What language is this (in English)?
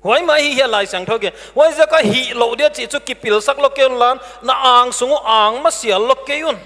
Paite Chin